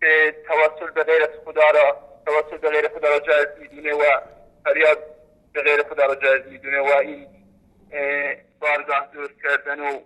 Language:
Persian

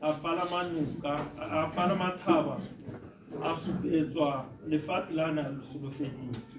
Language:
Tswana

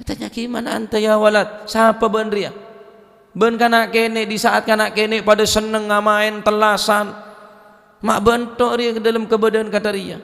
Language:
Madurese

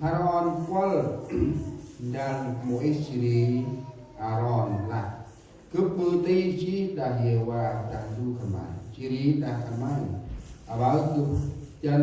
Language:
Central Mnong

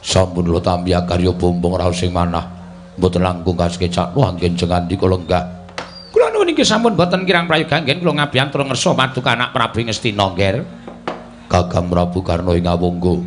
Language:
Javanese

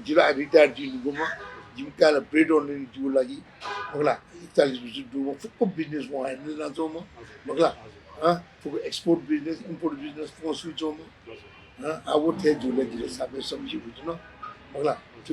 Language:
Newari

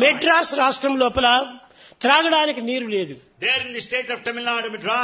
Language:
Telugu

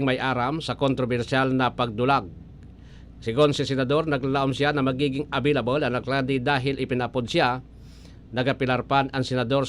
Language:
Bikol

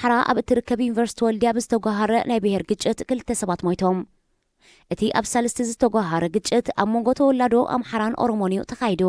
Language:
Tigrinya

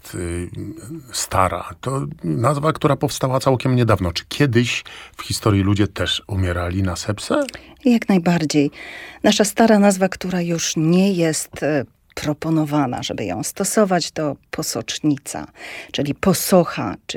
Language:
Polish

